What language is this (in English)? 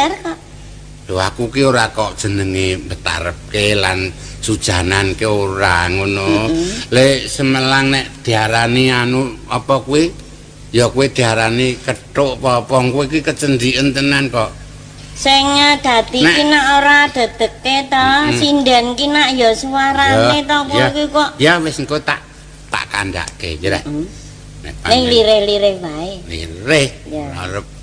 Javanese